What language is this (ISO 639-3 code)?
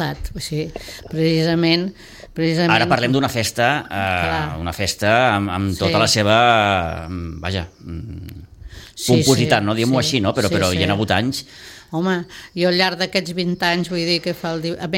cat